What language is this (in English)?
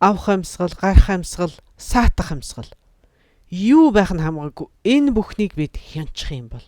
Mongolian